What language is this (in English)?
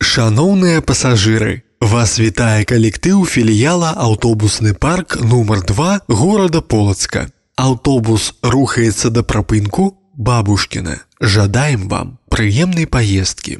Belarusian